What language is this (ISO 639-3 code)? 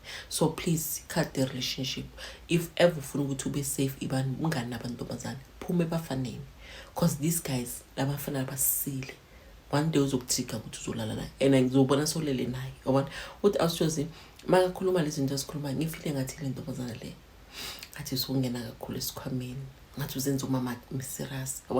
zul